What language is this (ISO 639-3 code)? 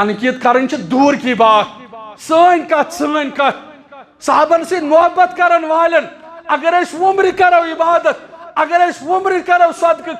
kas